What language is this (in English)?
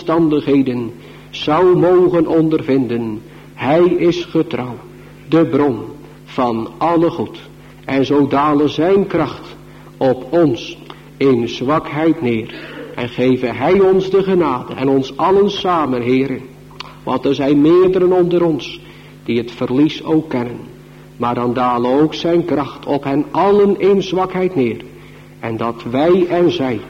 Dutch